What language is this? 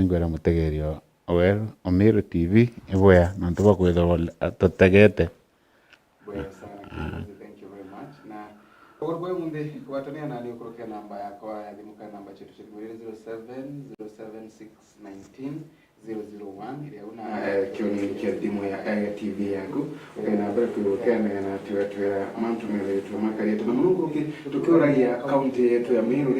Meru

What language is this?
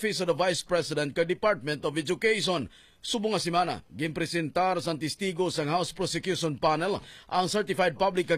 Hiligaynon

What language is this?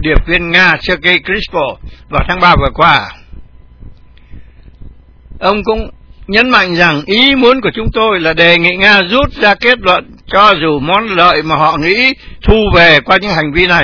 Vietnamese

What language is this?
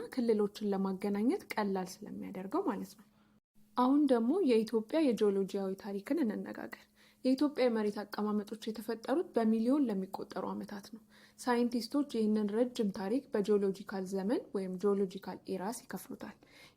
Amharic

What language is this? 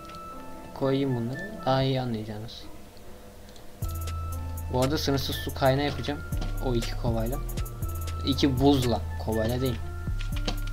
Turkish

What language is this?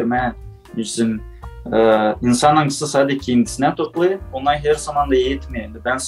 Gagauz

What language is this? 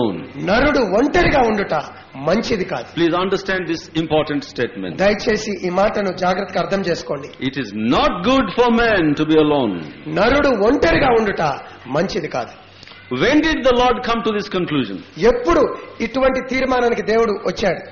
Telugu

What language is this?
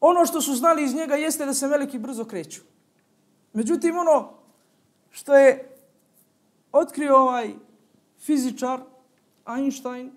Bosnian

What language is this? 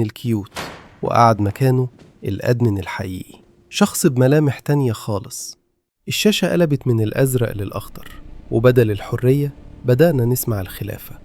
Egyptian Arabic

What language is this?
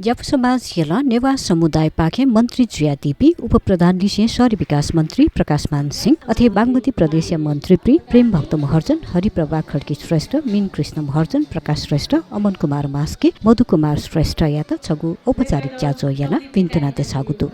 Newari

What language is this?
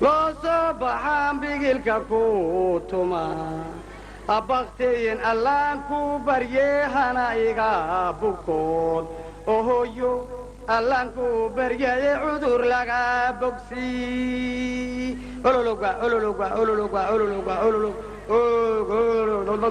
Somali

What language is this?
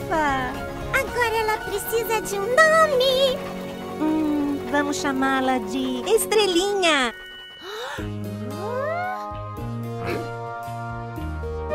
Portuguese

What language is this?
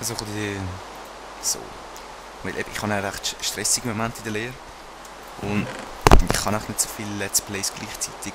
Swiss German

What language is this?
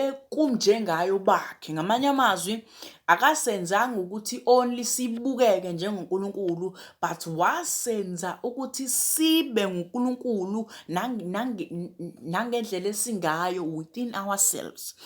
Zulu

